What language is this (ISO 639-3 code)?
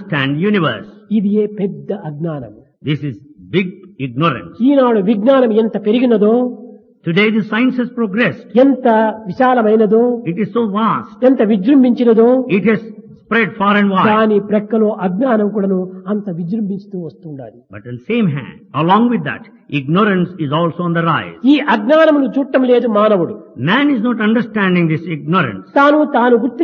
tel